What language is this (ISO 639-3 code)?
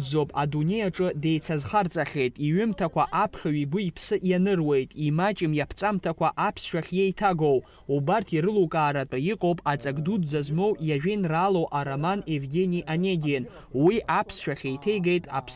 abk